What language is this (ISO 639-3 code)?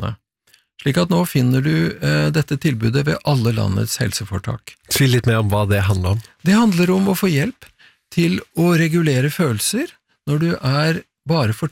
nor